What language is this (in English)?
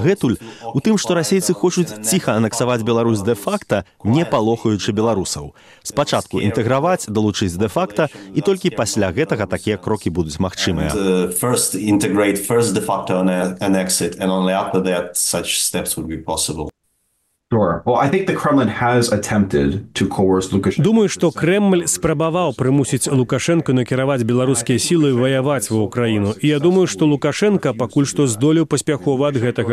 Belarusian